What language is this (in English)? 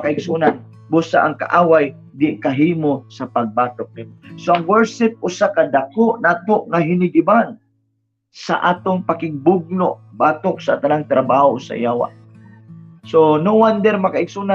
Cebuano